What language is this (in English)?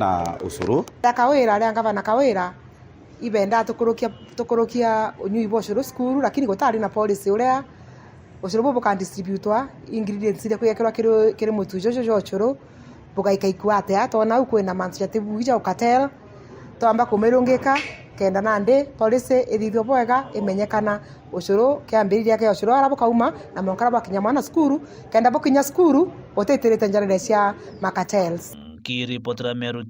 Meru